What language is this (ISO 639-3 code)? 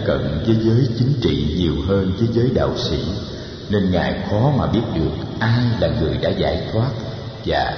vie